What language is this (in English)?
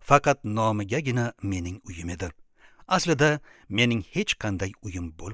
Uzbek